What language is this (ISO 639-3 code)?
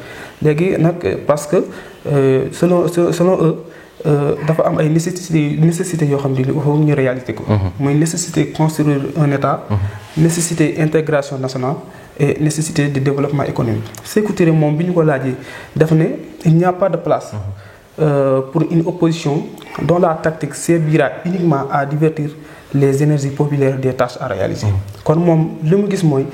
wol